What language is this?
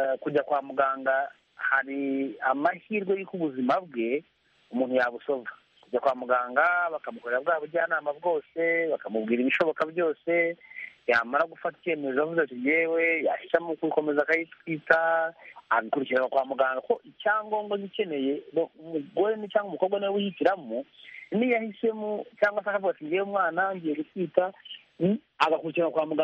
Kinyarwanda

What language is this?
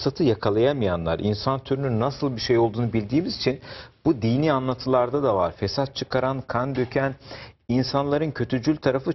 Turkish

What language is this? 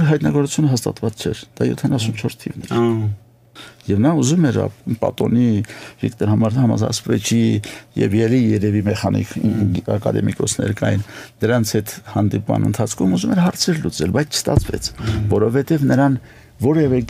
Armenian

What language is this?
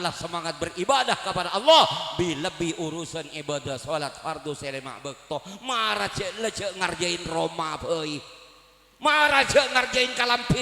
Madurese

